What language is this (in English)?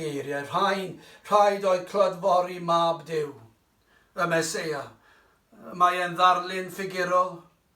Welsh